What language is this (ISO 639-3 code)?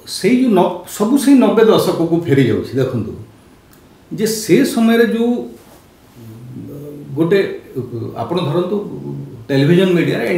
ori